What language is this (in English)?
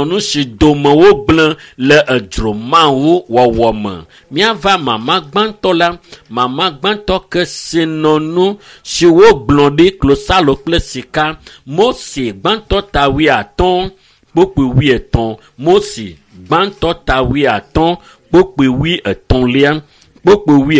Ewe